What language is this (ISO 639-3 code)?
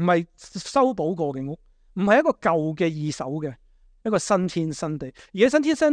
yue